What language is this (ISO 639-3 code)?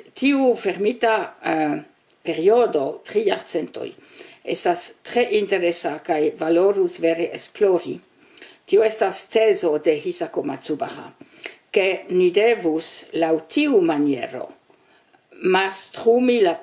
epo